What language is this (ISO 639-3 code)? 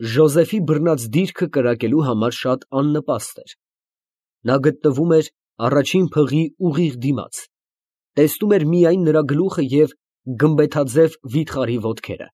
hye